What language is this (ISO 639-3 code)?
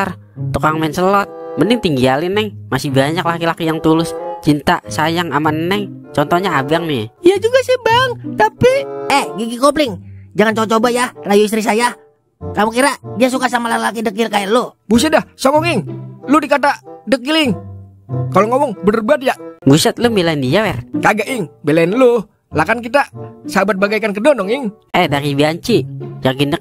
bew